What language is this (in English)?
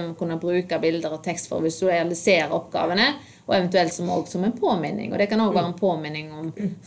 Norwegian